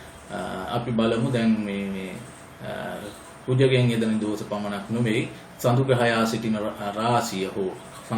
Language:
Sinhala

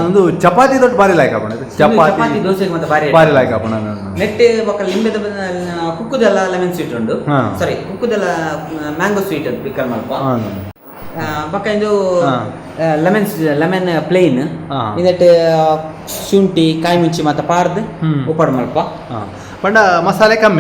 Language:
Tulu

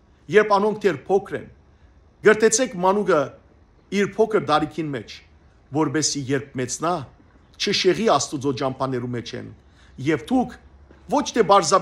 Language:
Western Armenian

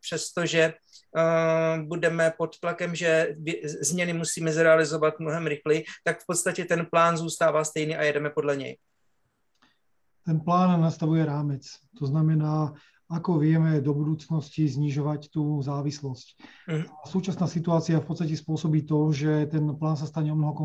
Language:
Slovak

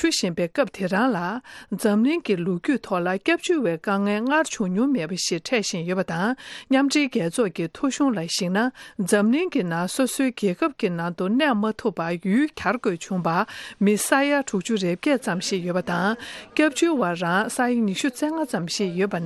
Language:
Tibetan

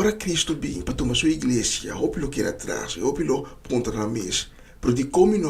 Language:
Papiamento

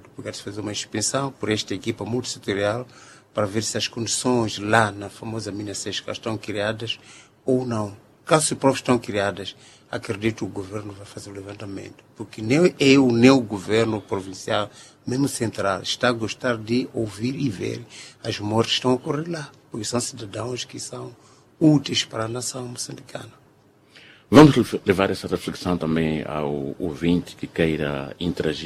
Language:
Portuguese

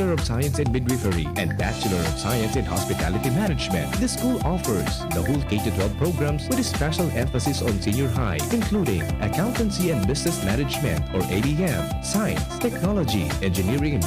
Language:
Bikol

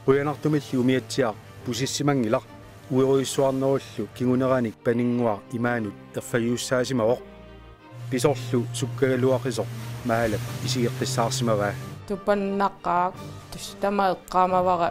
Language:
Kalaallisut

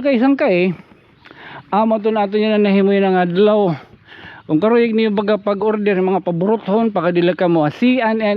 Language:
Waray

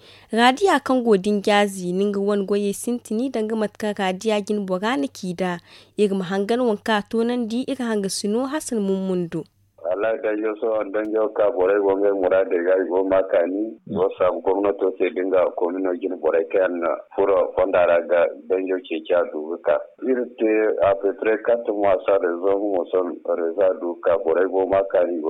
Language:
Zarma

